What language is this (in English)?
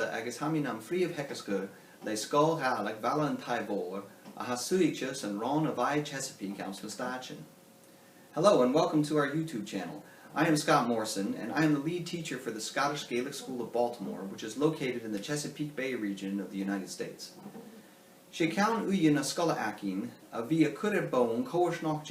Scottish Gaelic